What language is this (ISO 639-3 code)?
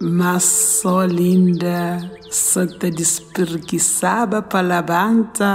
kea